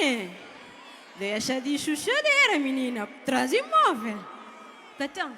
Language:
Kabuverdianu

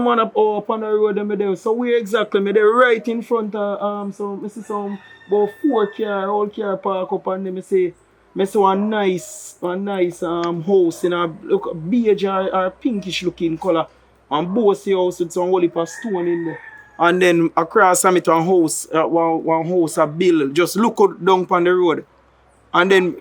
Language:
Jamaican Creole English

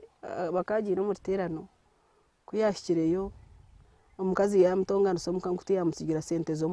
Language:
Nyankole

